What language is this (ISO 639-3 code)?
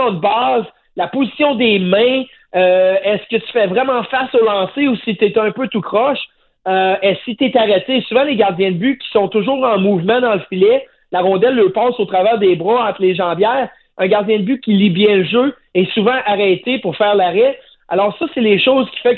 fra